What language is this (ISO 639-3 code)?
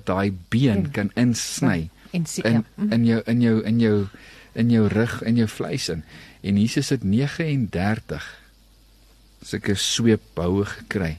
afr